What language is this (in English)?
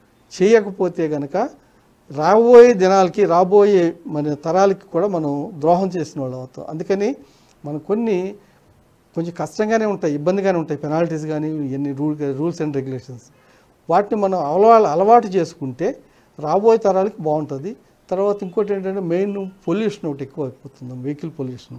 Telugu